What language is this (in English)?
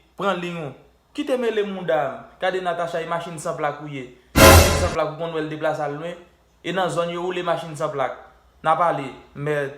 Haitian Creole